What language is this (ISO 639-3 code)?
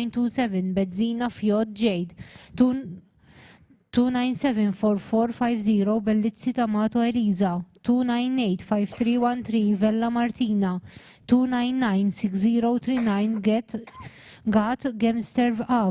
eng